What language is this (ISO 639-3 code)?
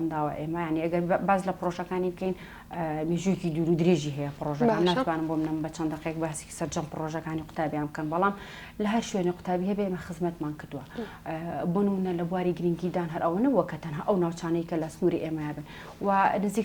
ckb